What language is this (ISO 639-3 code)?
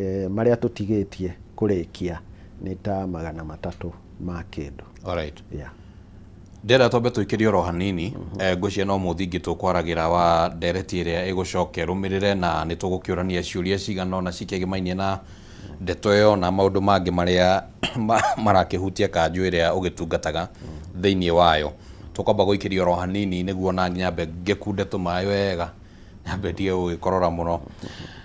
kik